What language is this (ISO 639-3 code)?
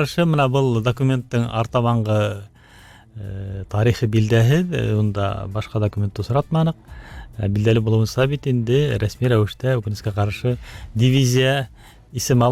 bak